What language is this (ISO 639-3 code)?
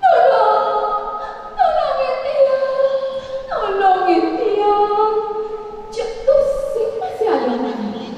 ban